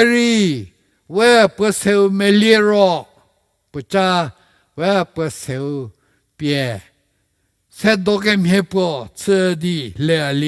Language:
Angami Naga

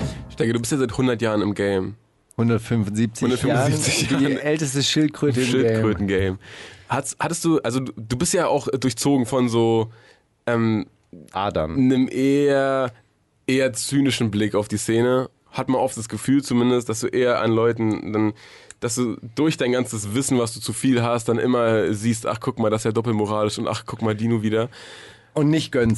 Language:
German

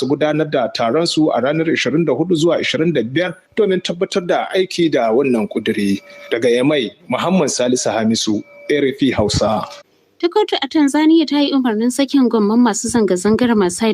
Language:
Hausa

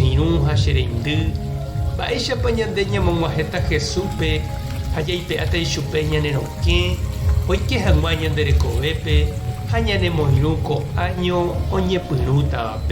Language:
Guarani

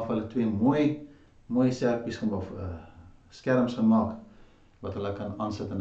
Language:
Afrikaans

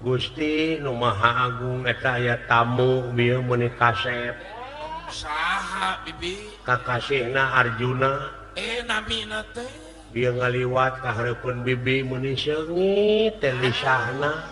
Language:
Sundanese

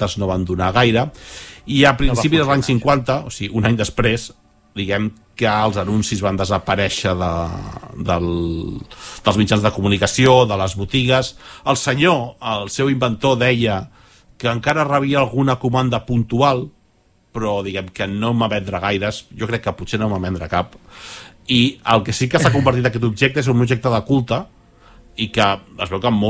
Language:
Catalan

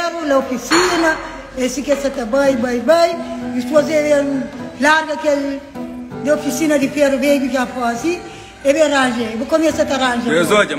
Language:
Kabuverdianu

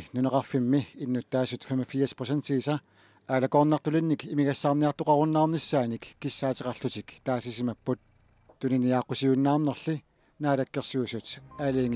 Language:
Kalaallisut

